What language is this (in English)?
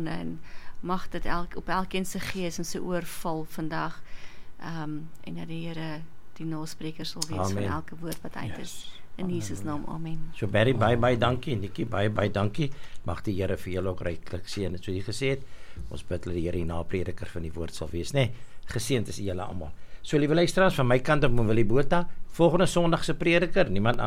Afrikaans